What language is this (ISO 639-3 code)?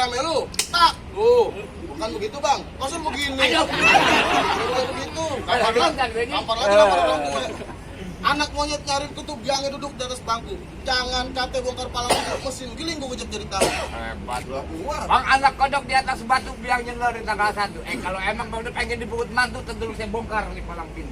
bew